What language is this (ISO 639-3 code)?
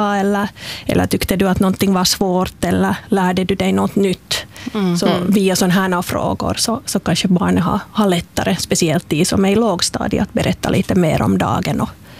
swe